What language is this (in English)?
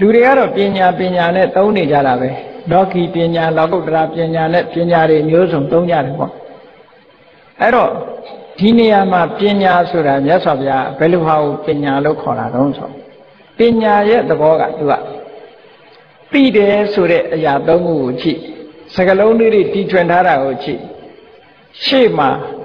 Burmese